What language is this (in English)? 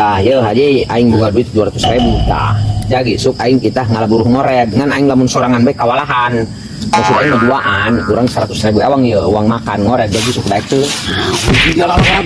Sundanese